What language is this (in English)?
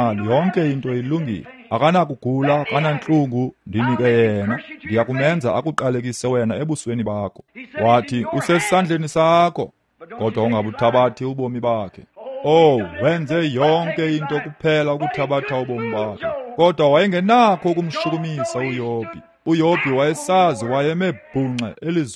Xhosa